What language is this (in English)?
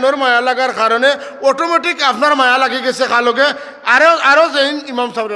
Sylheti